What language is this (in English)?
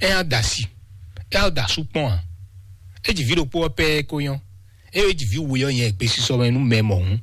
Fon